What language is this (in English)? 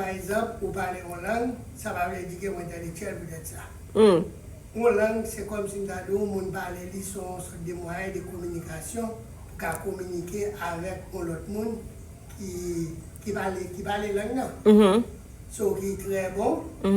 Haitian Creole